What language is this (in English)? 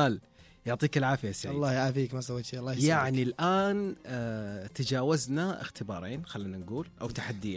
Najdi Arabic